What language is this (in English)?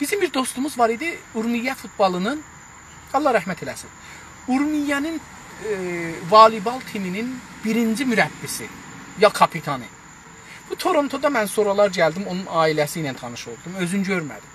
South Azerbaijani